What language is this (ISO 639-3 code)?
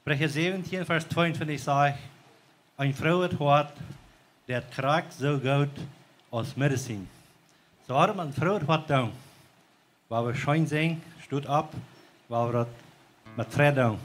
pdt